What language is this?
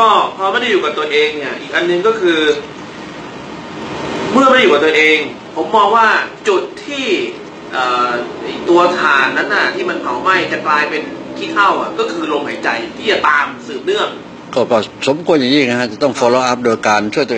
Thai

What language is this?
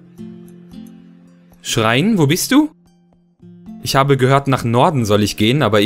German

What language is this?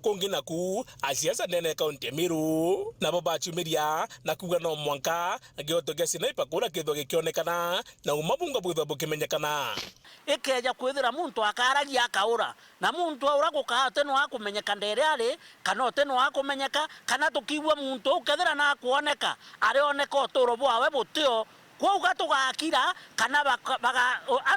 Meru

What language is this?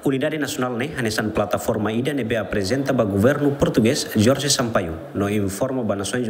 Tetum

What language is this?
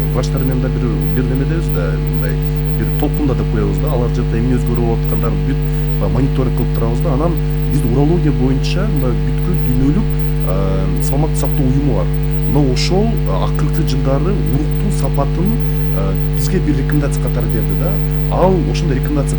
Kyrgyz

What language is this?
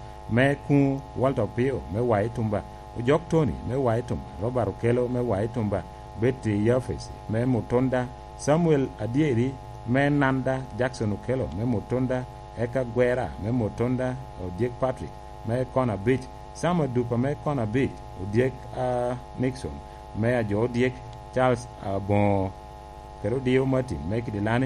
Lango (Uganda)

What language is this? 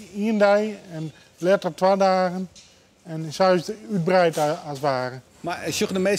Western Frisian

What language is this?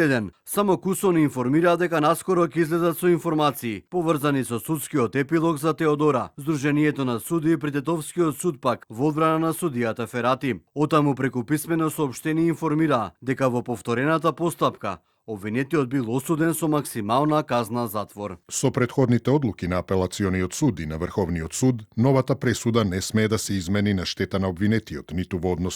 Macedonian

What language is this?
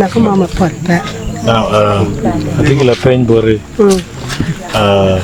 Acoli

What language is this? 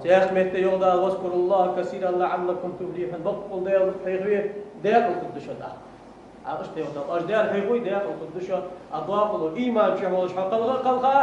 Ingush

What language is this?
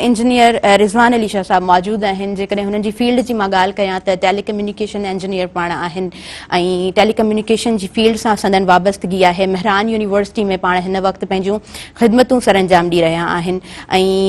Sindhi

